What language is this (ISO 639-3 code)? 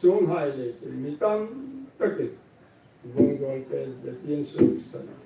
hmr